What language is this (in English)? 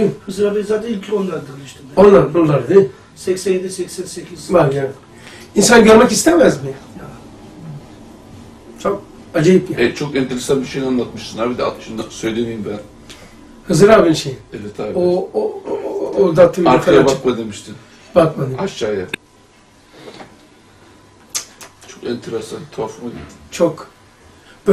Turkish